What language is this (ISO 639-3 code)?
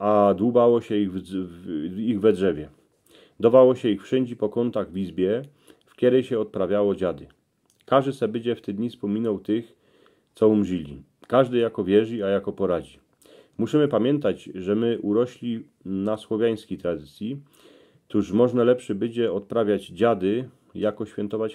szl